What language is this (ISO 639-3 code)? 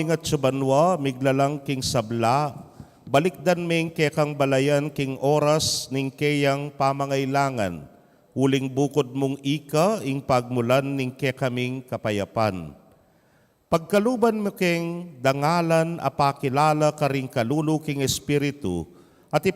pam